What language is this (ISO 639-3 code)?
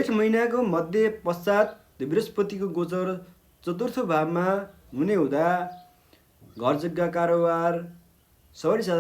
nep